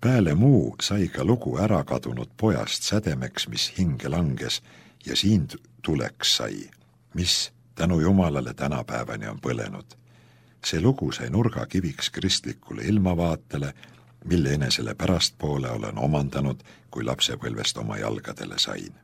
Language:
Estonian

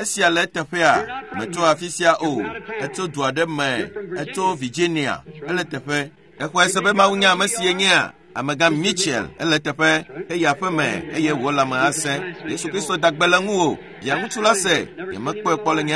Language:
Ewe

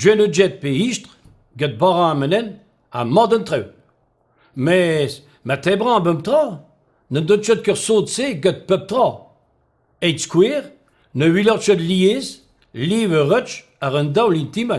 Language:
Breton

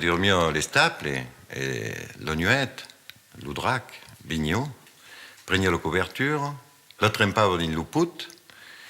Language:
Occitan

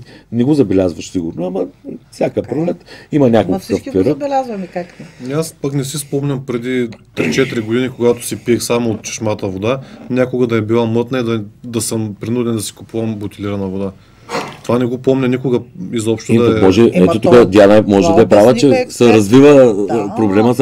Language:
Bulgarian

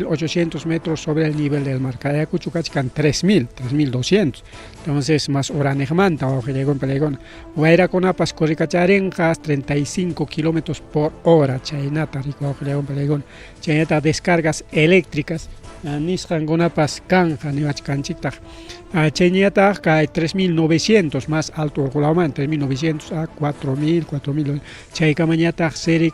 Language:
Ayacucho Quechua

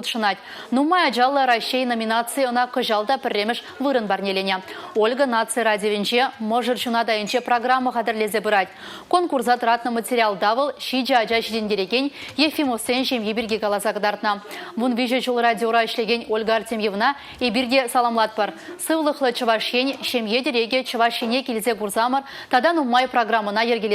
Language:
Chuvash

